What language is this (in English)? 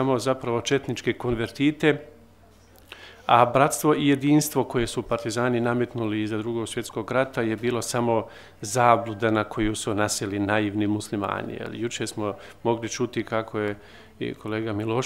Bosnian